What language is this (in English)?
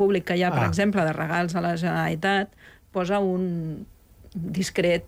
Catalan